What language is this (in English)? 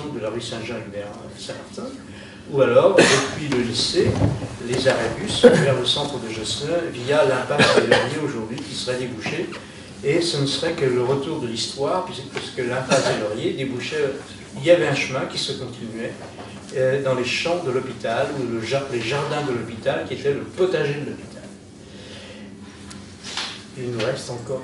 French